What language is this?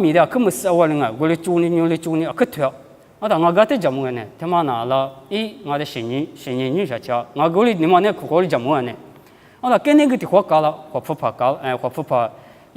Lisu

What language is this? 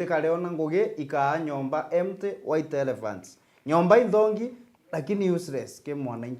Meru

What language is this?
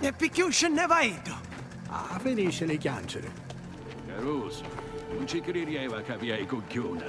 Sicilian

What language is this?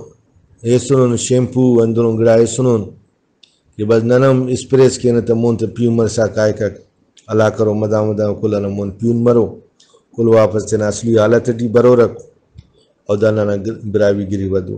Brahui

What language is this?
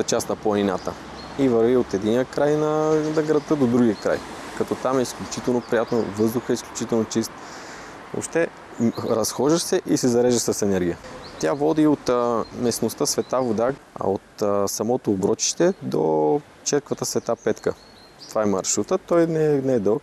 Bulgarian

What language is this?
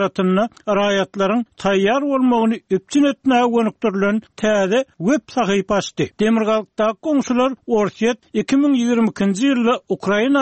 Turkmen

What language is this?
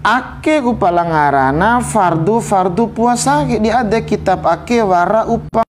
Bima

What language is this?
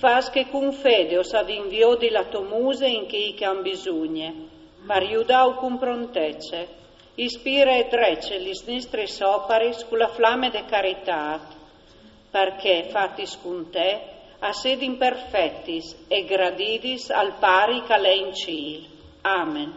Friulian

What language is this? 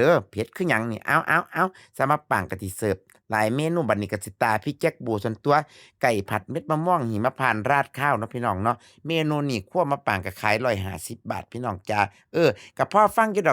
Northeastern Thai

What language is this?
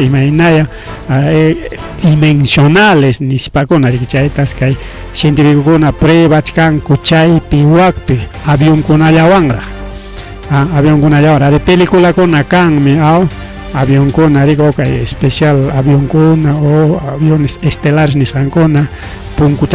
Ayacucho Quechua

